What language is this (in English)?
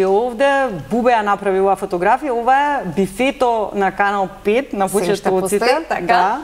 Macedonian